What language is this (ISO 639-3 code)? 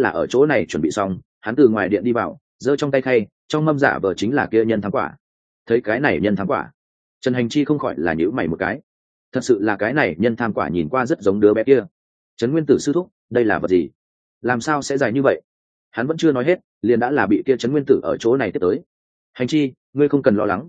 vie